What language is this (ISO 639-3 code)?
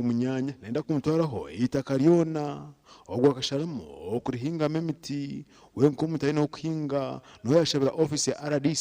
nyn